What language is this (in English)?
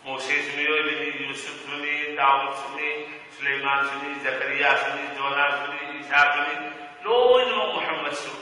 Manipuri